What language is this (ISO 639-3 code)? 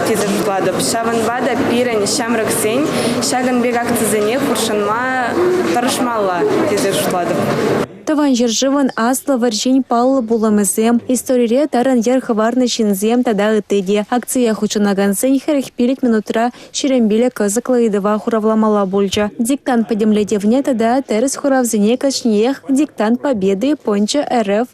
chv